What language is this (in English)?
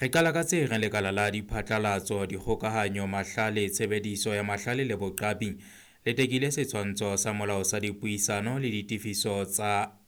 Southern Sotho